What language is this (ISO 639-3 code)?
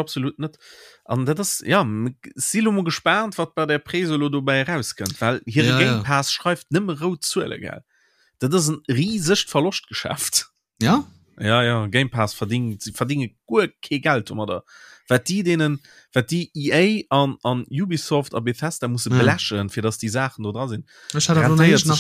ltz